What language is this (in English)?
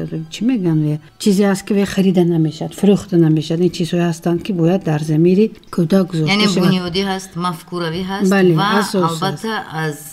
Tajik